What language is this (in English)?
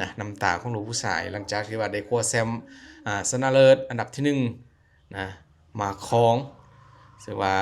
Lao